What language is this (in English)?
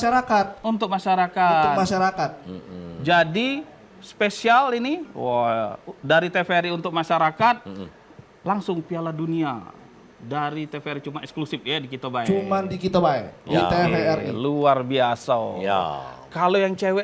Musi